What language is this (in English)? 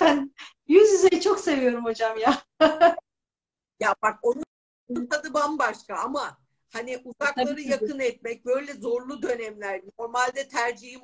Turkish